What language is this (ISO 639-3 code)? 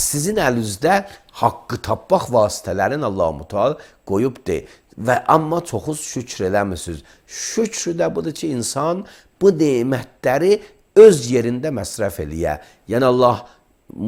aze